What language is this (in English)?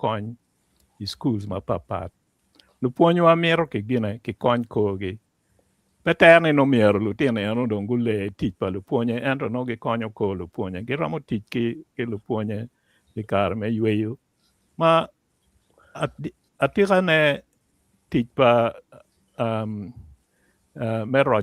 Acoli